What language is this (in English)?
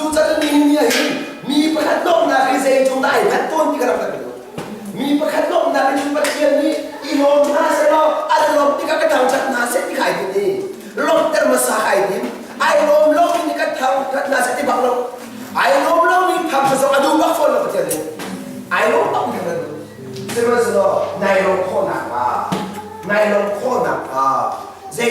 Hakha Chin